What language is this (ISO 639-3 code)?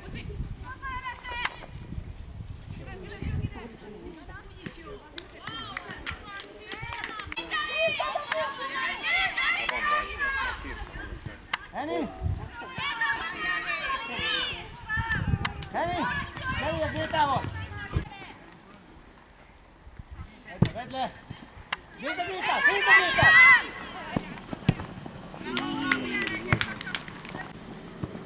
hun